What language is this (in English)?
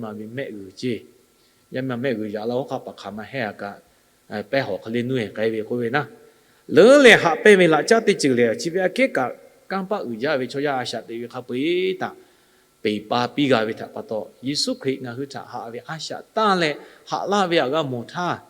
Lahu